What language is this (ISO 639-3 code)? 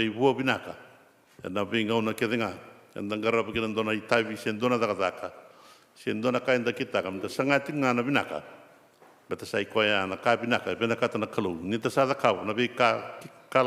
fij